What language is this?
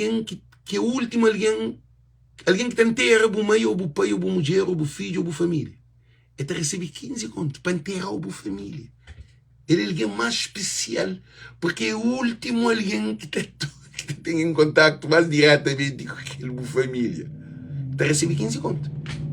Kabuverdianu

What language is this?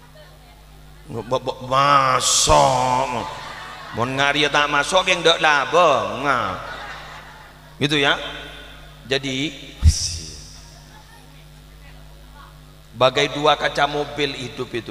Madurese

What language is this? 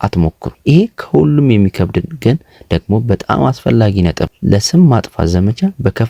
Amharic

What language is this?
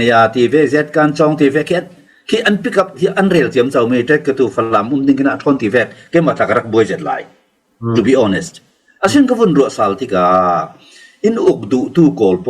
Falam Chin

